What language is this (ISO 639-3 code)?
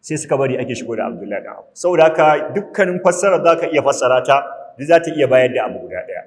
hau